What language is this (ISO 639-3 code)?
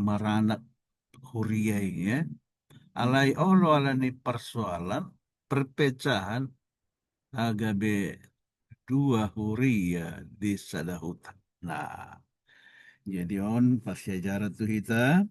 bbc